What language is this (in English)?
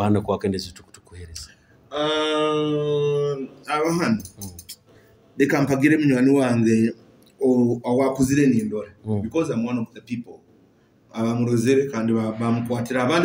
Nyoro